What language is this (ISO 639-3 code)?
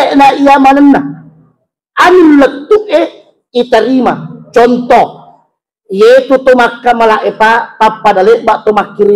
bug